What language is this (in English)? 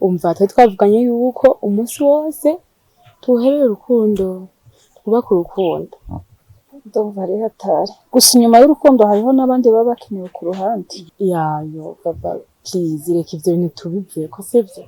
Rundi